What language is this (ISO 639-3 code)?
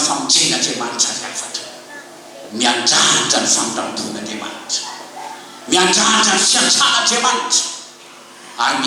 mlg